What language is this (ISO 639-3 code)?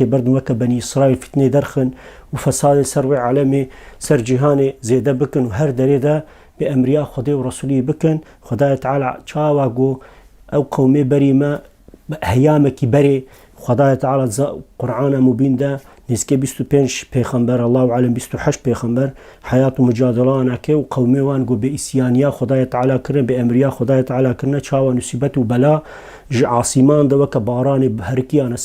kur